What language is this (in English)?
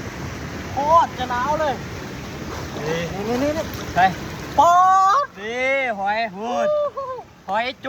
Lao